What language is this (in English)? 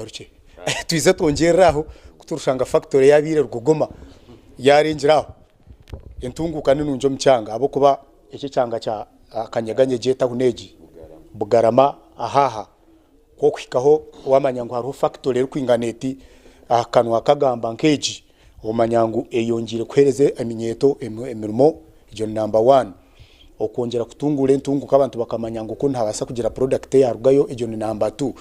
Nyankole